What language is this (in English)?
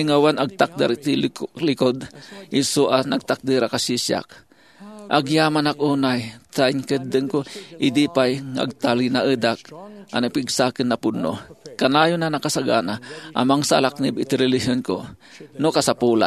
Iloko